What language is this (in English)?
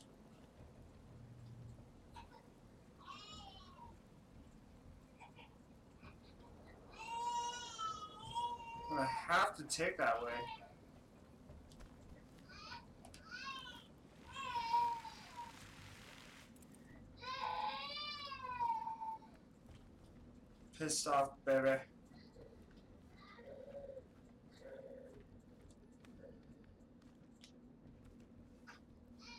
English